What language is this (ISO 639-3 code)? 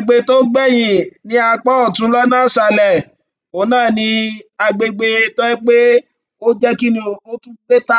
yor